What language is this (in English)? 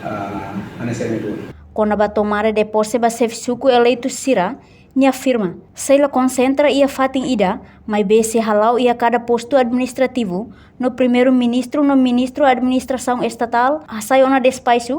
Tetum